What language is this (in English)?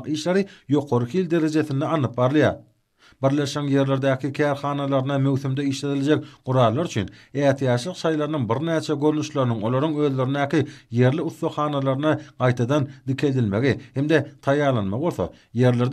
Turkmen